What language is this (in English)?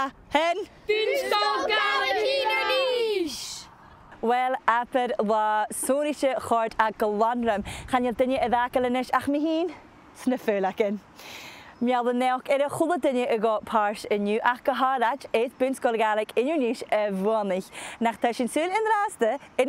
Scottish Gaelic